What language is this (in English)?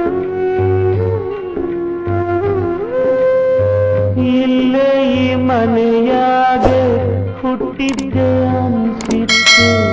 Kannada